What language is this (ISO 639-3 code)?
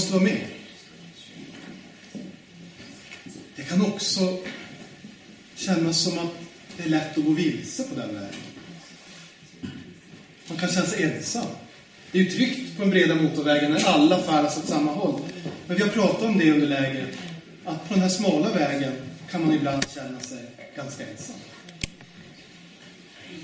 swe